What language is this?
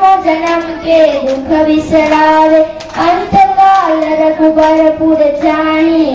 Gujarati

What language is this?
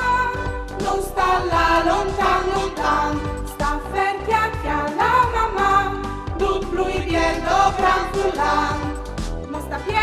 Friulian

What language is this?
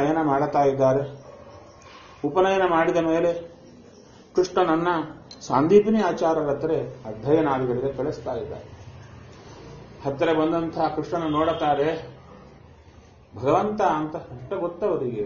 Kannada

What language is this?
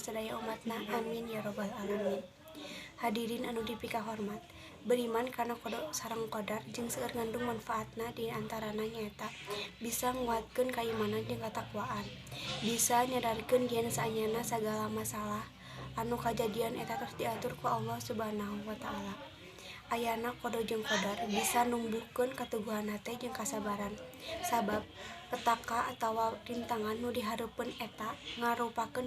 Sundanese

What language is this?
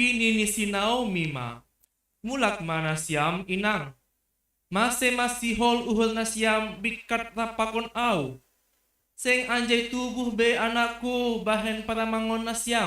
Batak Simalungun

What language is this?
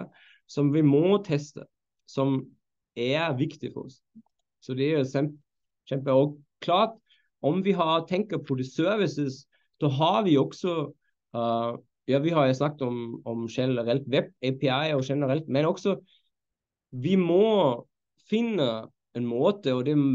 Norwegian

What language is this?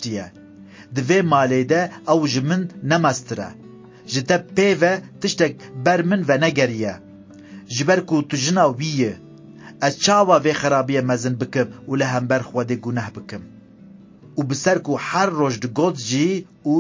Kurdish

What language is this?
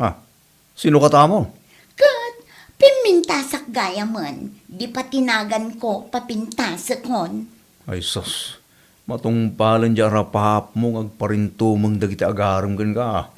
Iloko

